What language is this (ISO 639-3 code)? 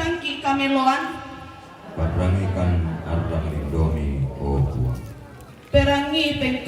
sda